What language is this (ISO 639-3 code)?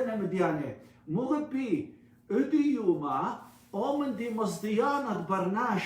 aii